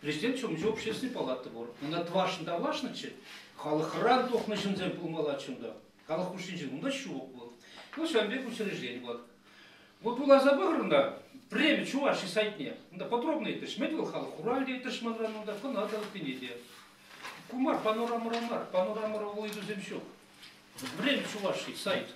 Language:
Chuvash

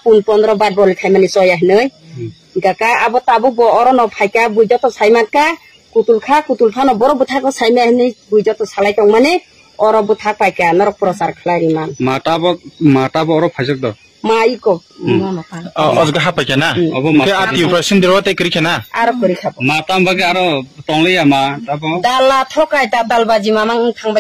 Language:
Kok Borok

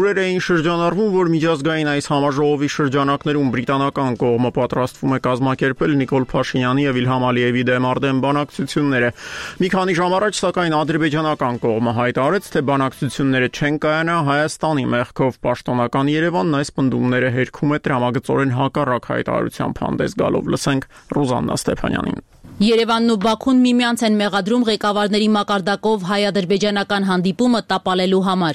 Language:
Armenian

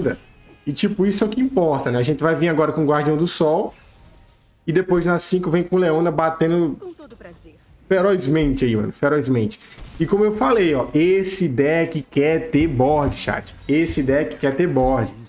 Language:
Portuguese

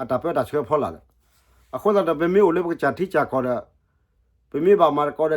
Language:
S'gaw Karen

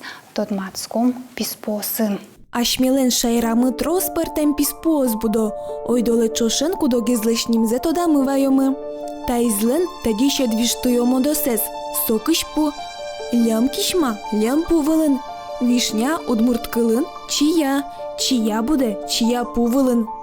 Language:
Udmurt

